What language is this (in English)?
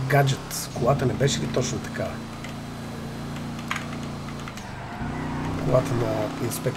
Bulgarian